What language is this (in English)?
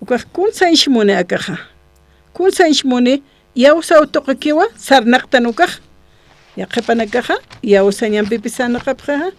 Aymara